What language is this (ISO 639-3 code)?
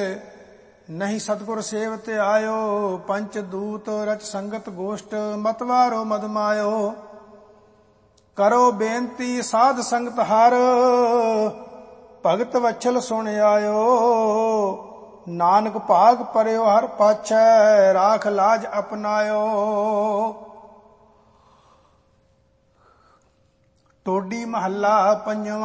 pan